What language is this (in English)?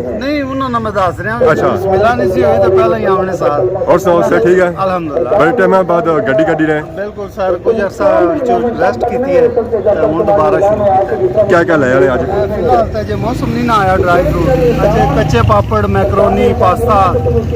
Pahari-Potwari